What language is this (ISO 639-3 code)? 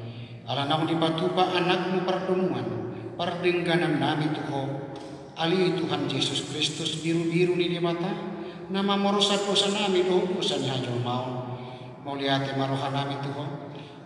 bbc